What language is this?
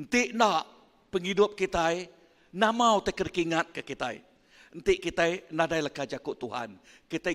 Iban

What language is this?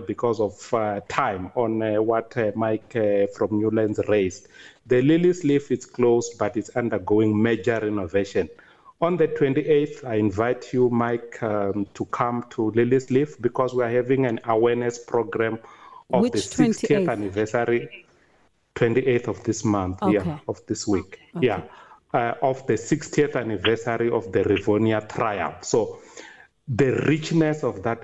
English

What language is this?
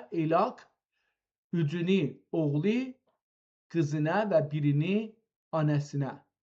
South Azerbaijani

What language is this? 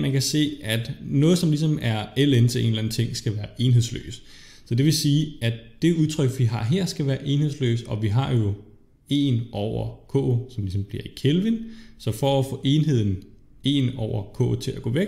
Danish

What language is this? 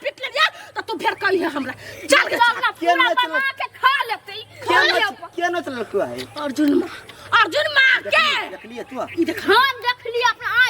Maithili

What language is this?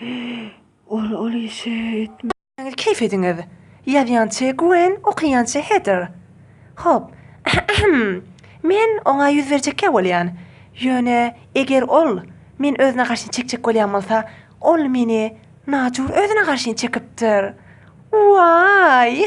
Turkmen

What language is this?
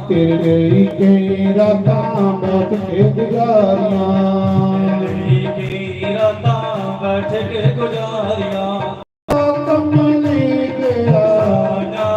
Dogri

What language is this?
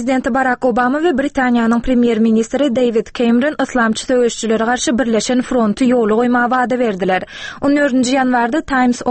Turkmen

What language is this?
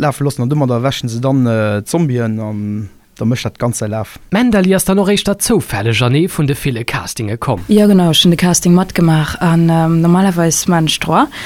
Luxembourgish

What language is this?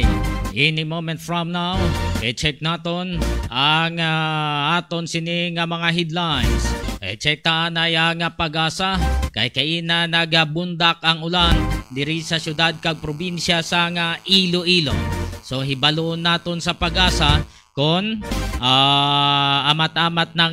Hiligaynon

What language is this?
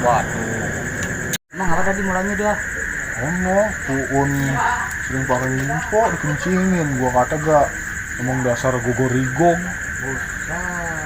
Betawi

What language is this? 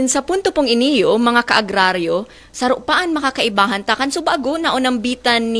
Bikol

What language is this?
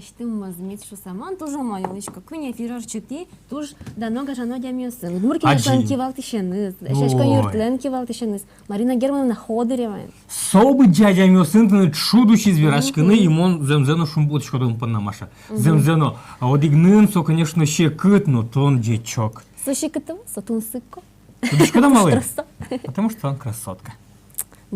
Udmurt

